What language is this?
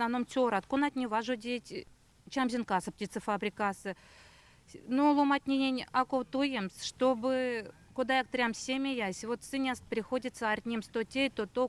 Erzya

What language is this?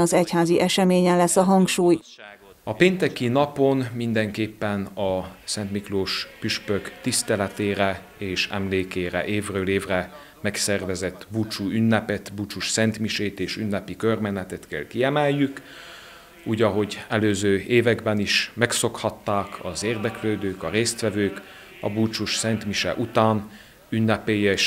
Hungarian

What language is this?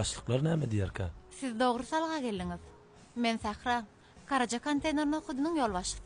Turkmen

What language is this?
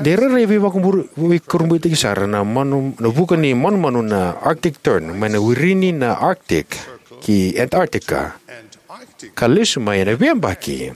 Fijian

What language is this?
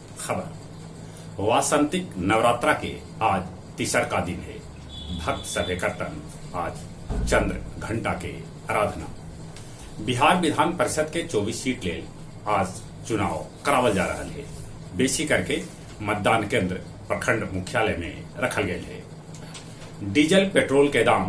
Magahi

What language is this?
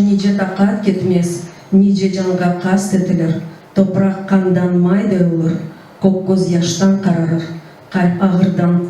Crimean Tatar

